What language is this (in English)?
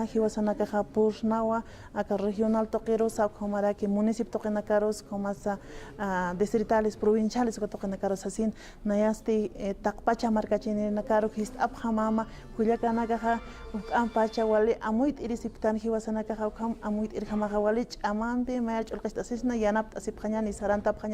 Aymara